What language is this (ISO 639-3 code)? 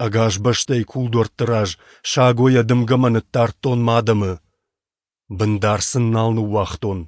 oss